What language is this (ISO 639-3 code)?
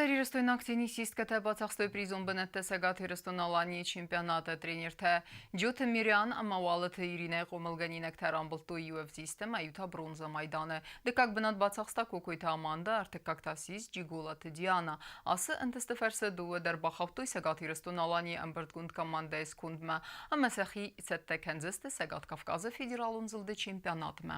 oss